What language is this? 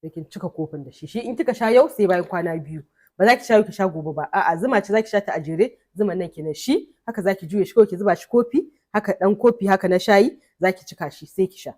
Hausa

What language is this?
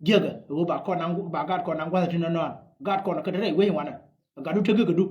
Nuer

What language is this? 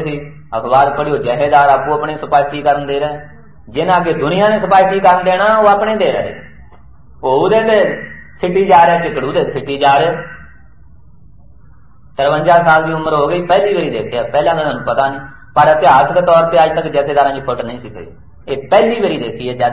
Punjabi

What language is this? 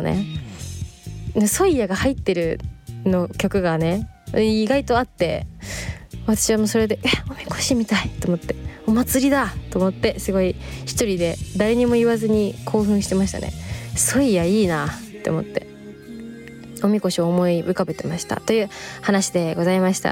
Japanese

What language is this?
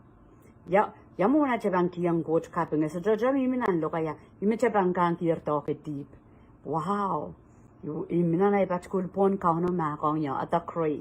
Pohnpeian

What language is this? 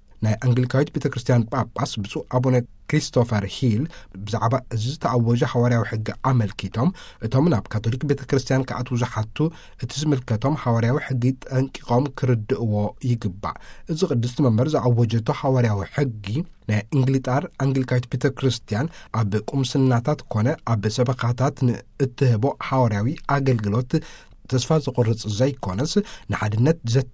Tigrinya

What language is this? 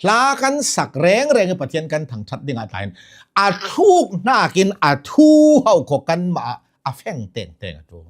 Hakha Chin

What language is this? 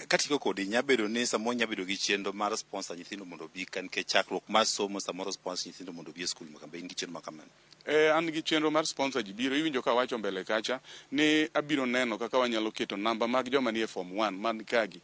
Luo (Kenya and Tanzania)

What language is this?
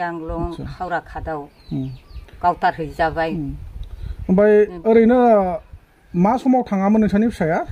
Bodo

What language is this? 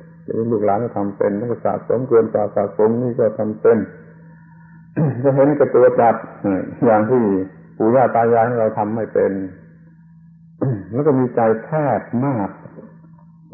Thai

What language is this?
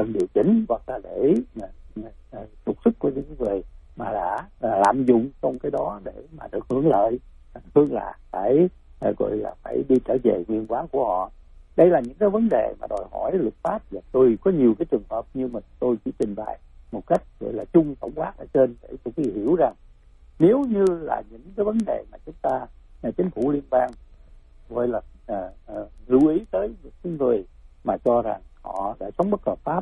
Vietnamese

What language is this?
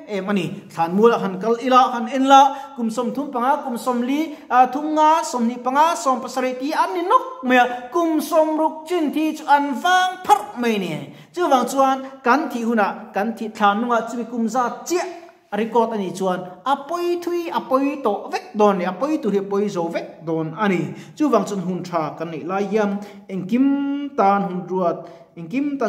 Mizo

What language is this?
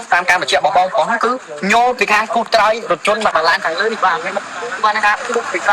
Khmer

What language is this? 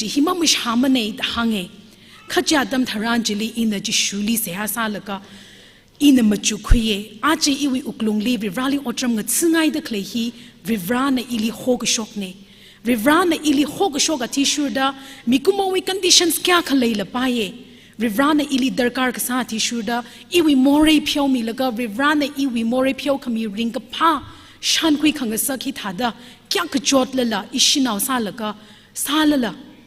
Tangkhul Naga (India)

